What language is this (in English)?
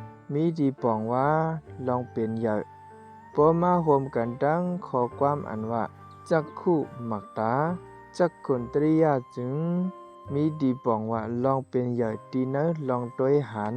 Shan